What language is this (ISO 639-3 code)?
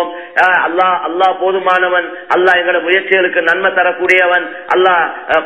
tam